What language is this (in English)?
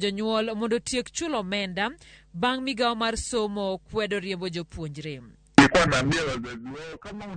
Luo (Kenya and Tanzania)